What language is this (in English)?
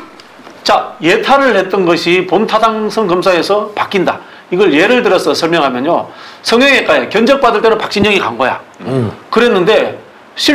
Korean